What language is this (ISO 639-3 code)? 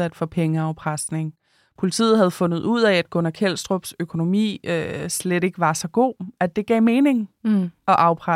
dan